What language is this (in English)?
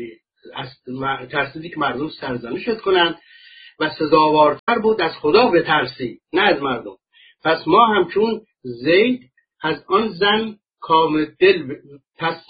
Persian